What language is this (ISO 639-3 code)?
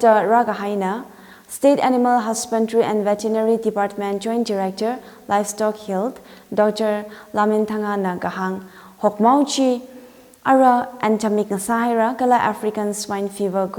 nmf